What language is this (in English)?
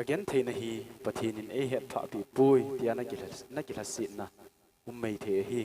Thado Chin